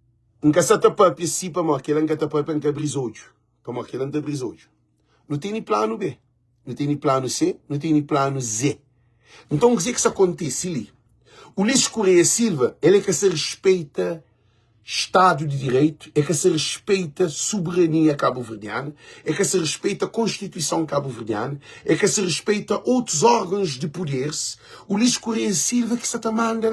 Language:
Kabuverdianu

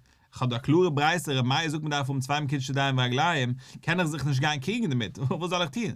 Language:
Yiddish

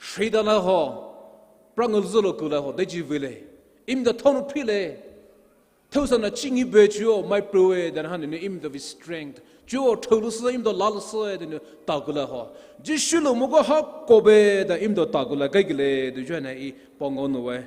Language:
Poumei Naga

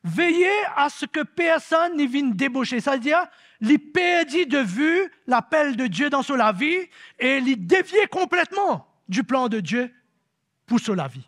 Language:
Morisyen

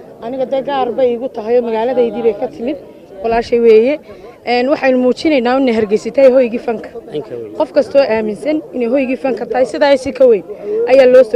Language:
Somali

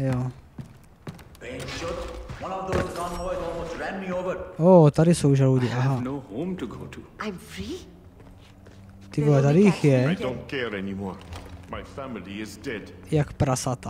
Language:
Czech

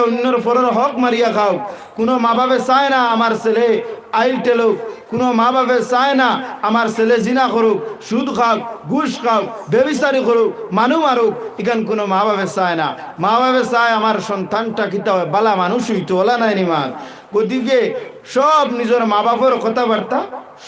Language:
Sylheti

